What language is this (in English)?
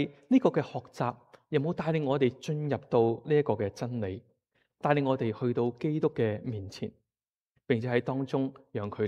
Cantonese